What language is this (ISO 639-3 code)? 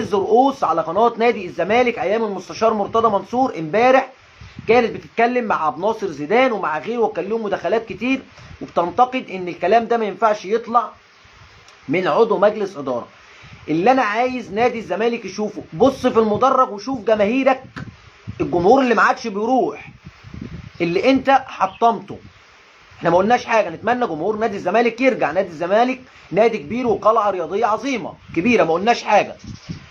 arz